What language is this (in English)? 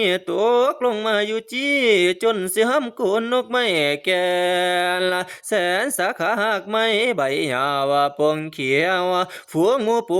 Northeastern Thai